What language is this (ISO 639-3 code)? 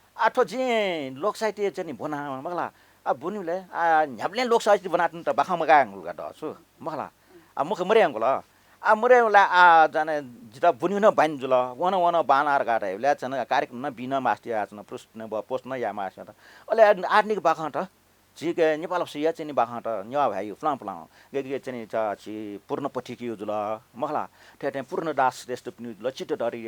new